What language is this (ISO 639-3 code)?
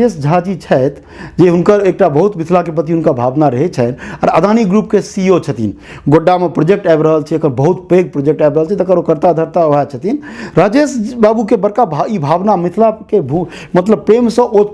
mai